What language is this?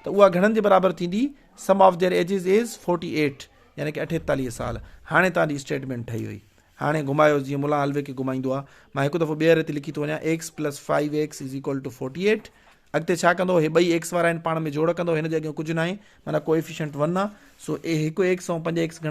Sindhi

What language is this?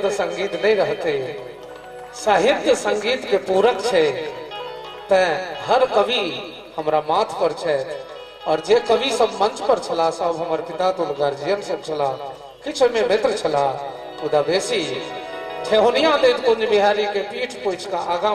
Maithili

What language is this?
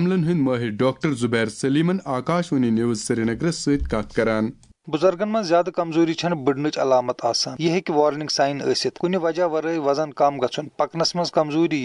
Kashmiri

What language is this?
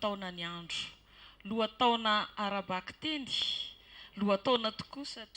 Malagasy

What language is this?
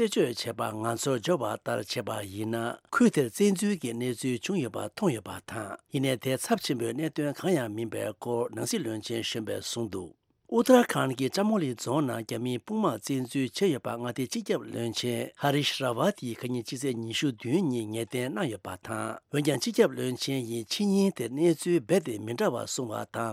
Tibetan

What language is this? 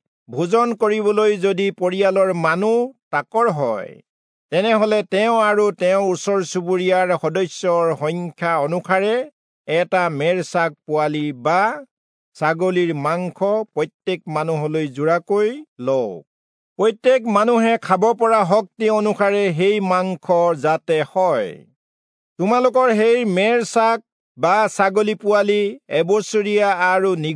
Assamese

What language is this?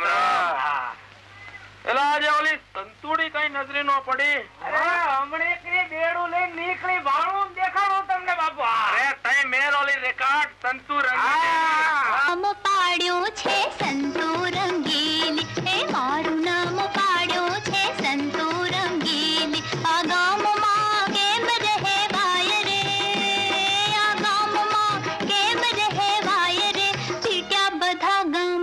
Gujarati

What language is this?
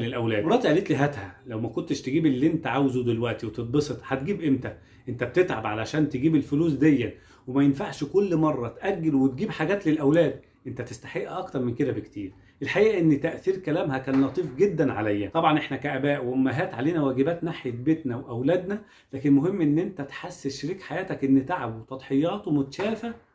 Egyptian Arabic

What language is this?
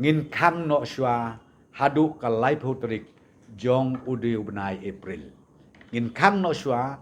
Khasi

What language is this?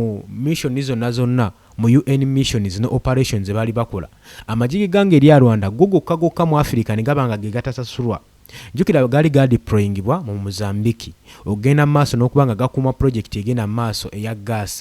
Ganda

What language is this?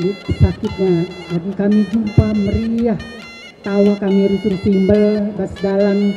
Batak Karo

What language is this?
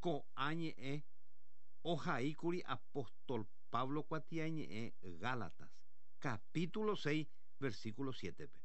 Guarani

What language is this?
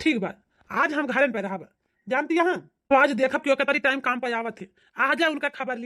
Awadhi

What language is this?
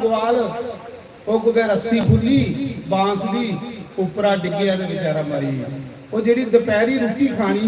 Dogri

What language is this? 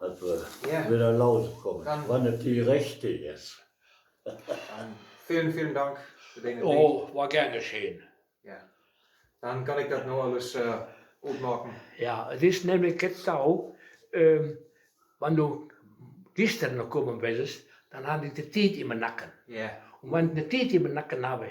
Westphalien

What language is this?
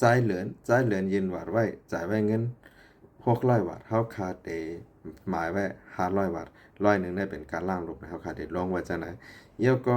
Shan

